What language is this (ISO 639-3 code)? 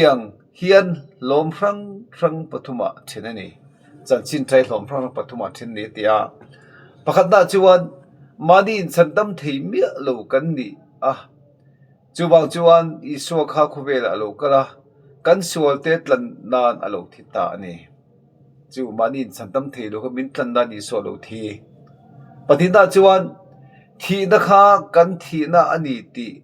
lus